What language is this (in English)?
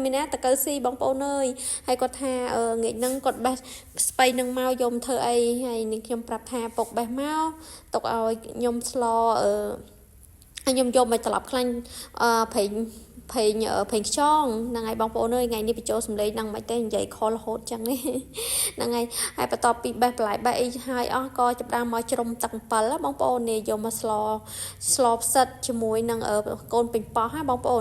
Khmer